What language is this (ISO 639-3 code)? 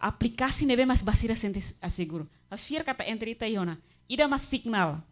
tet